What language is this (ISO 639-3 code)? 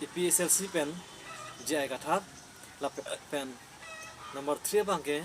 mjw